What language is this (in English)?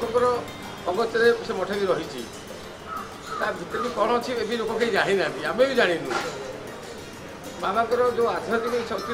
Odia